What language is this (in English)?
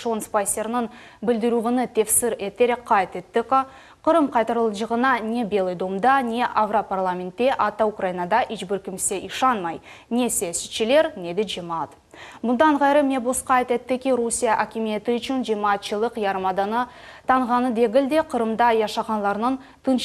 Crimean Tatar